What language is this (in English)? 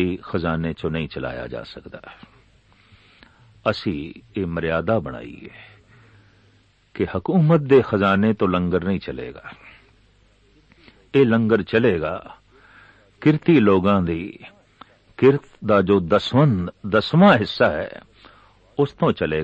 Punjabi